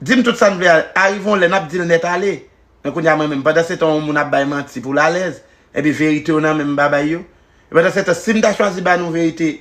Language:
Haitian Creole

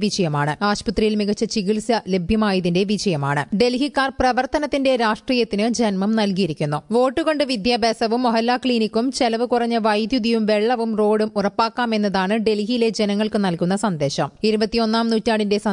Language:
Malayalam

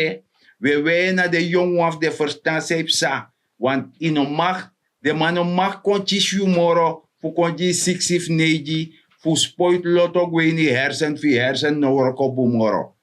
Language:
Sranan Tongo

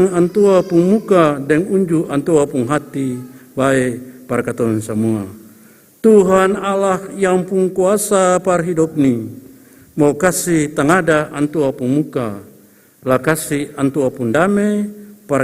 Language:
Ambonese Malay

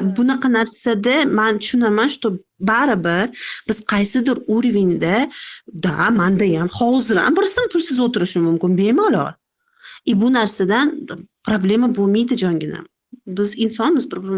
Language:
Uzbek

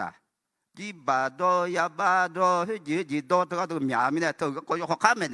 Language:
Akha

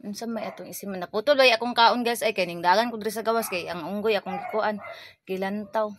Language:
Cebuano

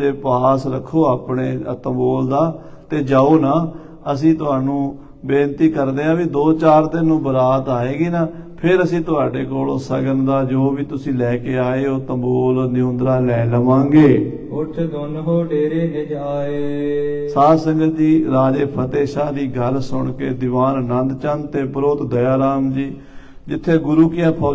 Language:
Punjabi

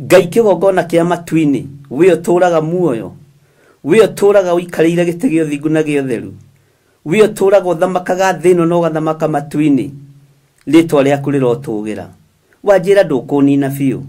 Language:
Kikuyu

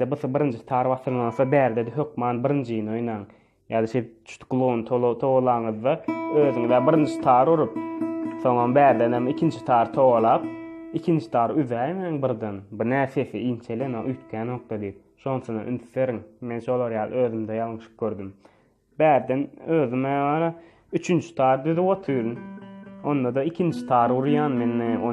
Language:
Turkmen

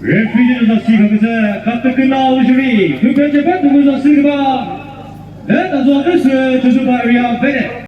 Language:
Chokri Naga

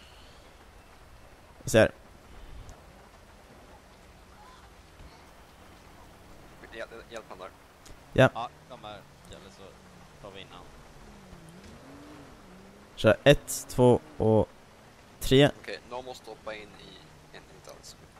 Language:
Swedish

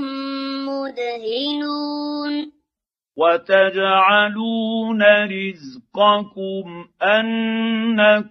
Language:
Arabic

